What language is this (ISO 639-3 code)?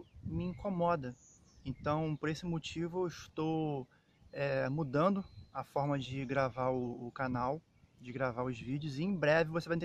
por